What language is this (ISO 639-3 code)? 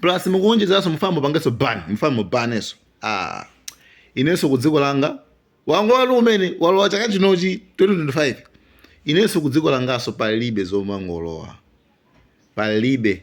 nya